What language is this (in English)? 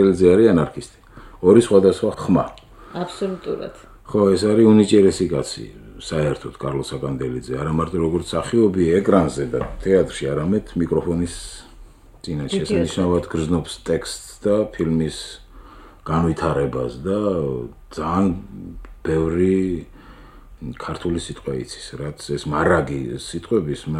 Georgian